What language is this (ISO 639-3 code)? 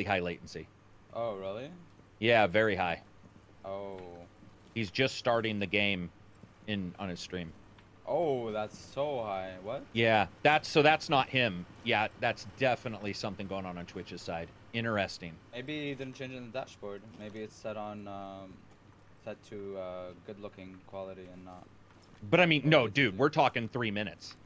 eng